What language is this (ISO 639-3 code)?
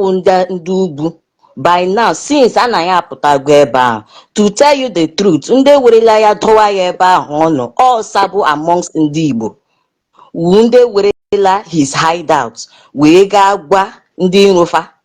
ibo